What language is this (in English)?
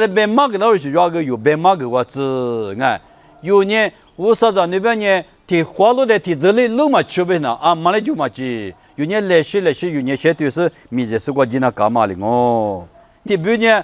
Lisu